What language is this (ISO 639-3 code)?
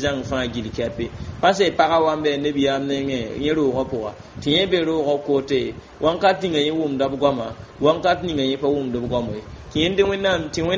mos